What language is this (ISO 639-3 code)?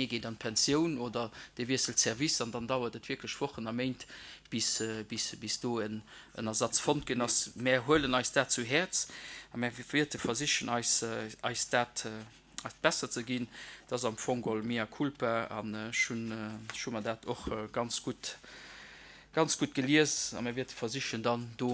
ltz